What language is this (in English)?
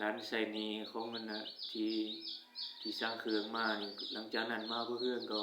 Northeastern Thai